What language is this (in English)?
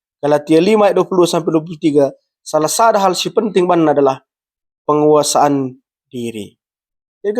Batak Karo